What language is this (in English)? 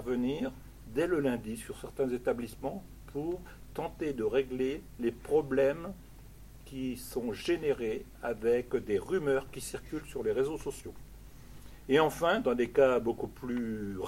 French